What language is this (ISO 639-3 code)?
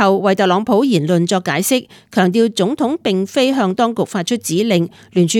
yue